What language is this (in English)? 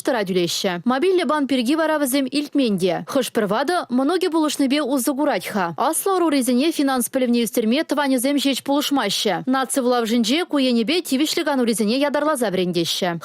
Chuvash